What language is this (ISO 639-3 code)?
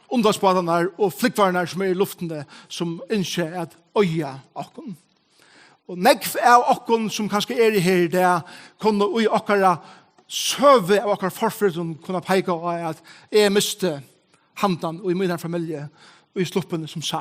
fao